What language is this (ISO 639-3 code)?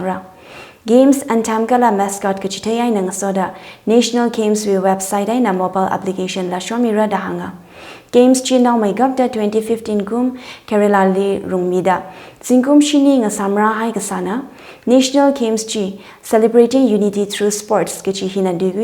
nmf